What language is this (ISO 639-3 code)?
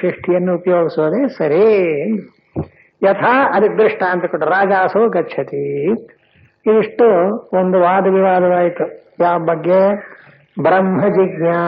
kan